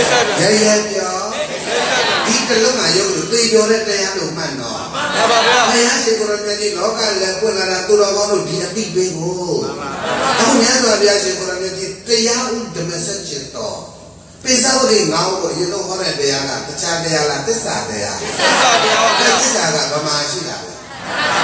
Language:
Burmese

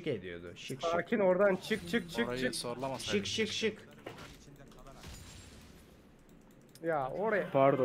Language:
Turkish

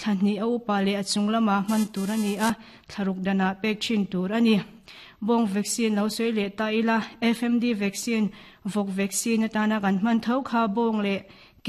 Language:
Mizo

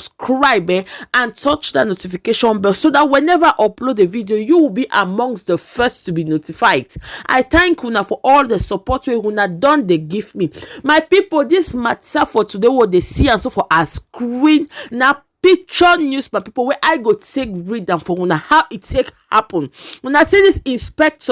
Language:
Nigerian Pidgin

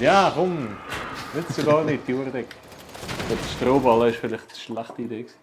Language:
Swiss German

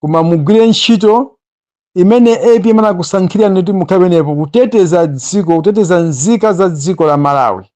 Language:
Nyanja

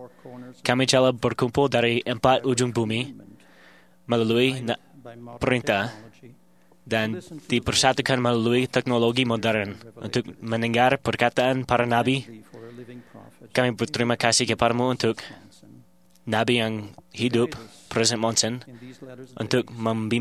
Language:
Indonesian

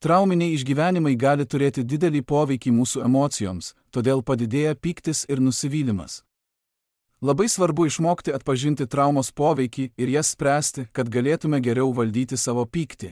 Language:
Lithuanian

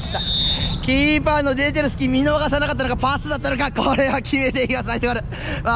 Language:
Japanese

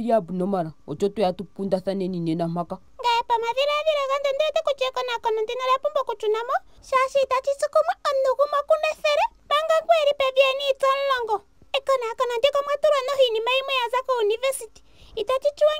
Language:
Ndonga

